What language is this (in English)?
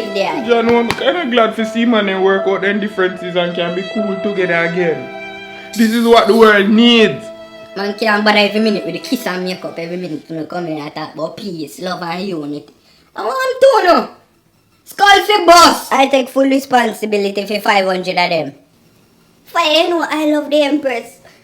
Jamaican Creole English